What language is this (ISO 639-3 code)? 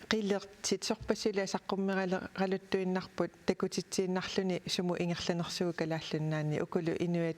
kal